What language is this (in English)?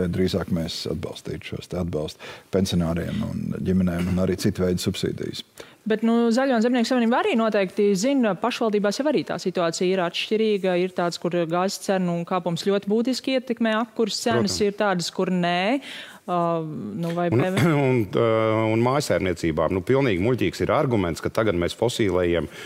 Latvian